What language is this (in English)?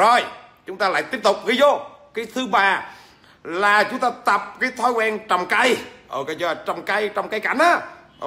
Vietnamese